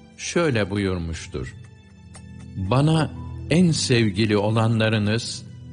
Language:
Turkish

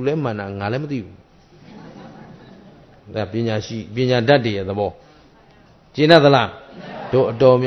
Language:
Burmese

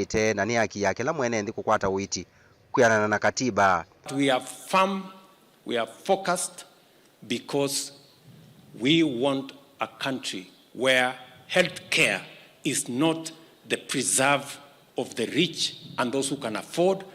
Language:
Kamba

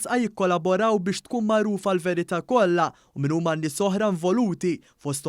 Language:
Maltese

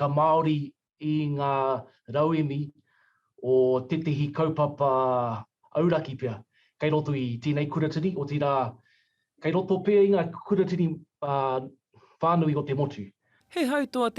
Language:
Māori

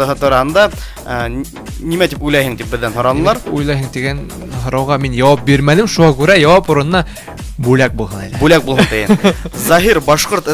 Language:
Bashkir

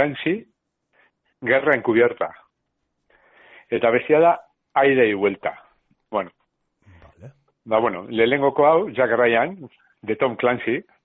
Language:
Basque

